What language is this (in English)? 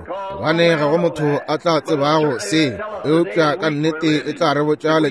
Northern Sotho